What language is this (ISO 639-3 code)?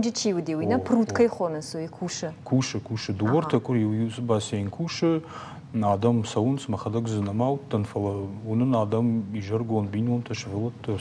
oss